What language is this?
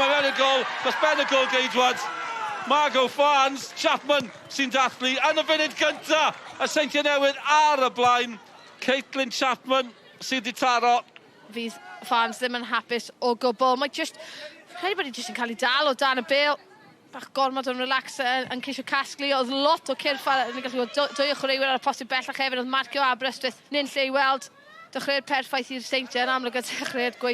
Welsh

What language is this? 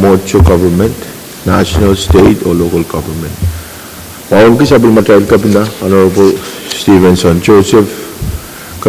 Pohnpeian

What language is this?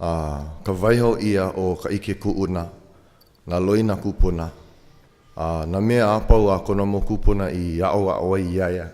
Hawaiian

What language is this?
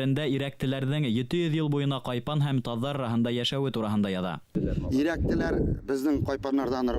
Bashkir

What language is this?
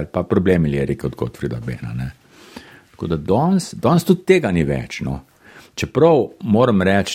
Slovenian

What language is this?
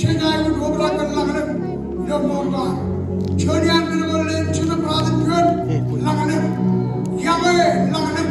Marshallese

